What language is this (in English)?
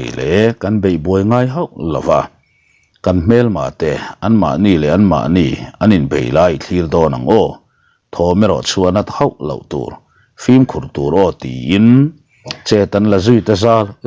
Mizo